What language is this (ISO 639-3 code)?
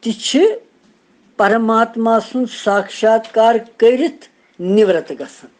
kas